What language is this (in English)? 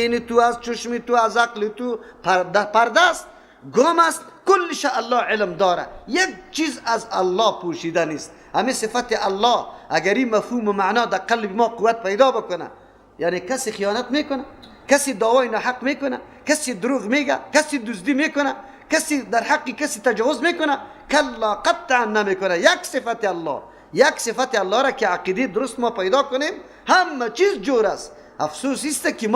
Persian